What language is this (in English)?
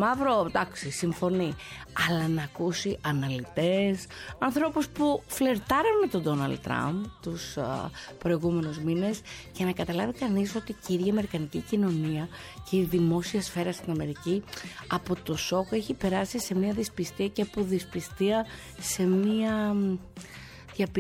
Greek